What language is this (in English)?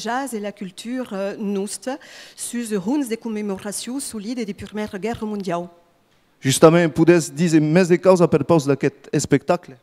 Occitan